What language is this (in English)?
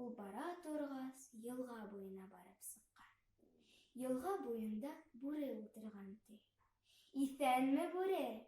Bashkir